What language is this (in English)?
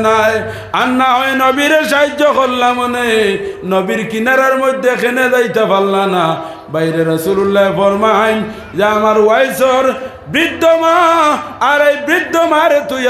Sylheti